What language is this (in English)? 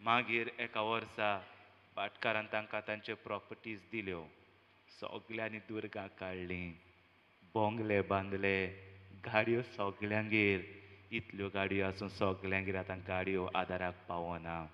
Konkani